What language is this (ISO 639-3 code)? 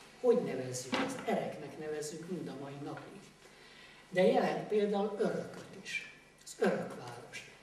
hun